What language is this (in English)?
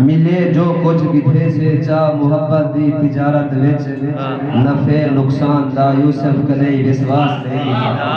Saraiki